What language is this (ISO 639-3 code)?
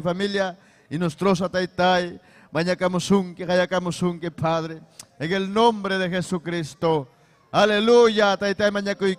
quy